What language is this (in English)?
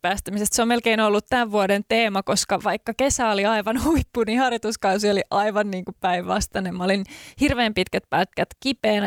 Finnish